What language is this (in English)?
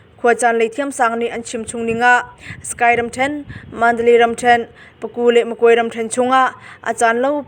Hakha Chin